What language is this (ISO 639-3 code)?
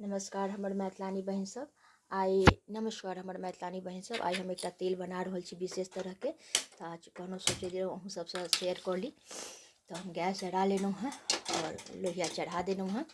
mai